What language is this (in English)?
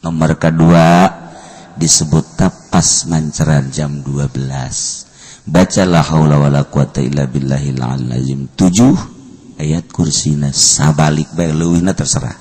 Sundanese